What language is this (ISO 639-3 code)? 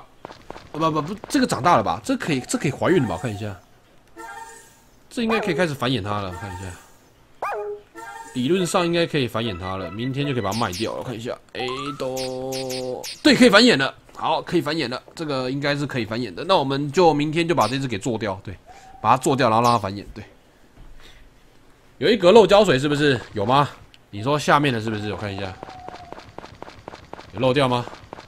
zho